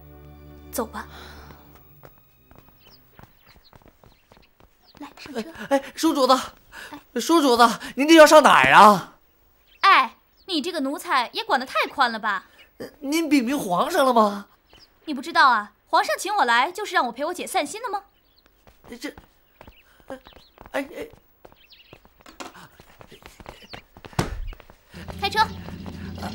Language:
Chinese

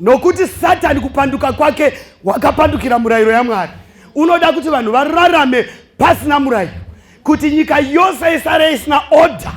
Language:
Shona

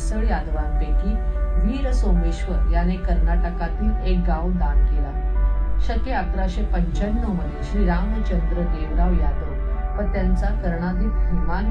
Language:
Marathi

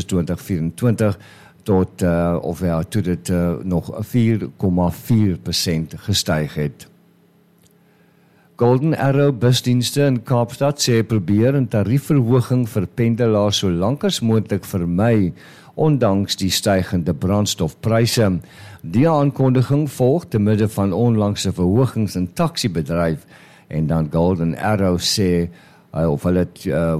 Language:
Afrikaans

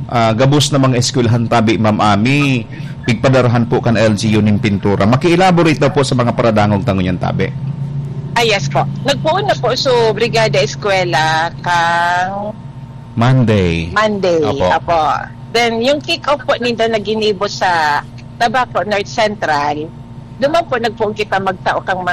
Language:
Bikol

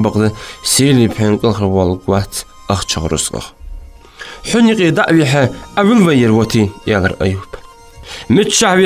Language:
Ingush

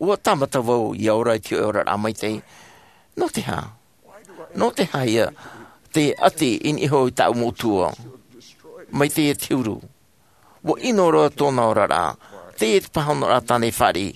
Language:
Tahitian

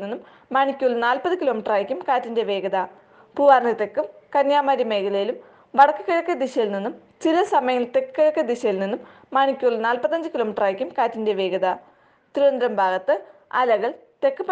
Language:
Malayalam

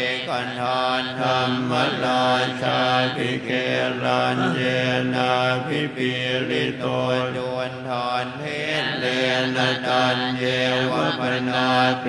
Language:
Pali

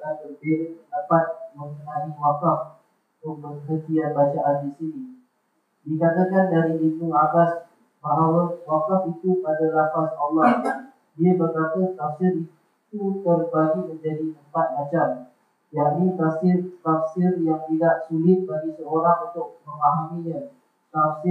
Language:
Malay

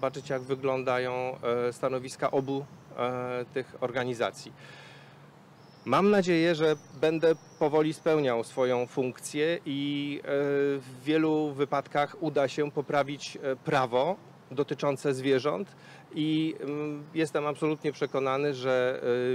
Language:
Polish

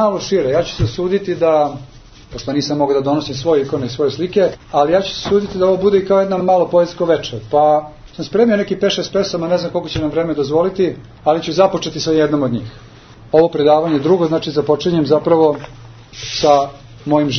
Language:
Serbian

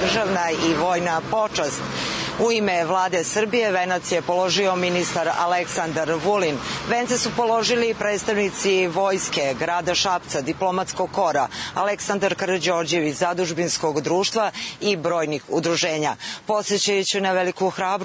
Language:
Serbian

